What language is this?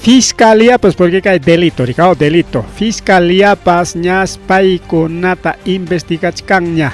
Ayacucho Quechua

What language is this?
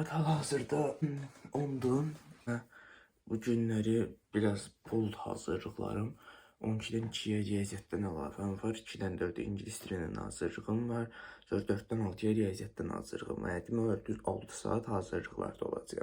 Azerbaijani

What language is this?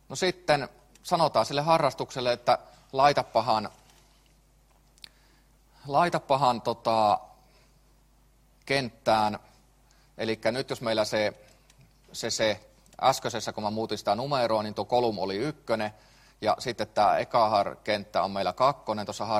Finnish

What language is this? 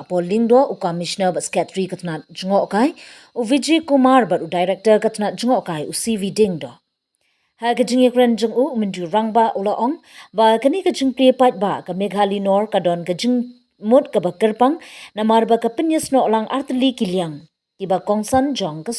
Khasi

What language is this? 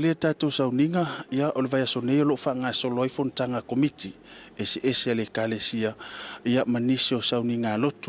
Samoan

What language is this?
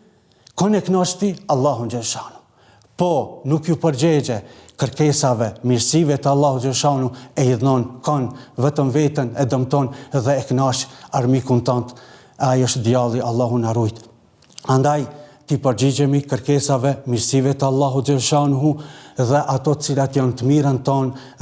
Albanian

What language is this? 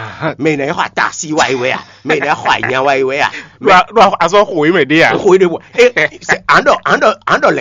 Fon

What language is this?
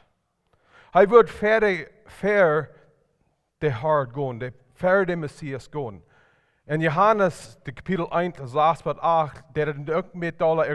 Plautdietsch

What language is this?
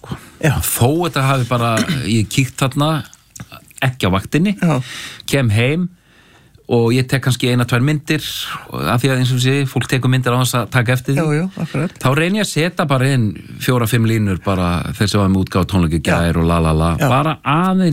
Icelandic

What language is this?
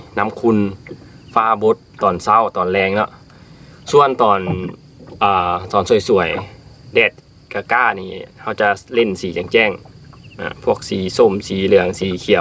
Lao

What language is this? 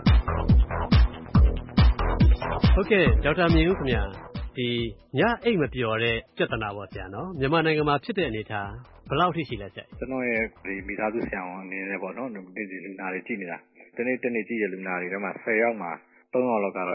Burmese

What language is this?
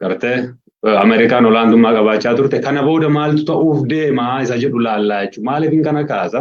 Oromo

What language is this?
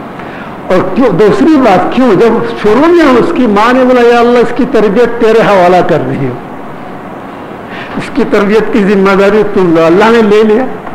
Urdu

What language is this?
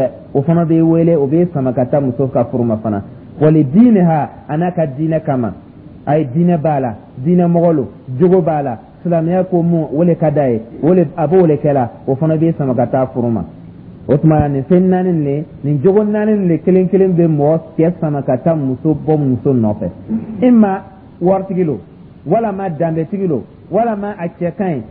Dyula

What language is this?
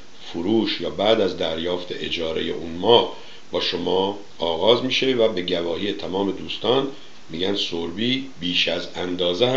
Persian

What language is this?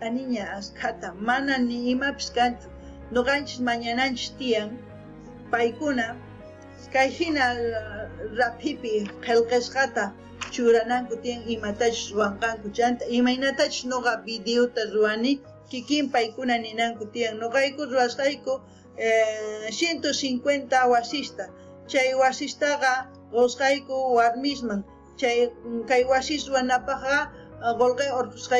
South Bolivian Quechua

